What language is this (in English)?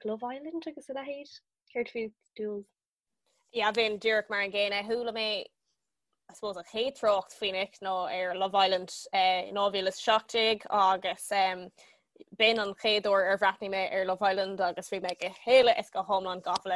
Irish